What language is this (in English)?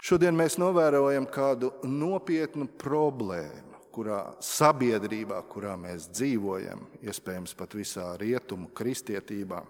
Latvian